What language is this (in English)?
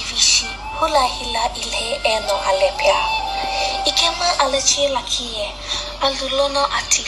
Sumi Naga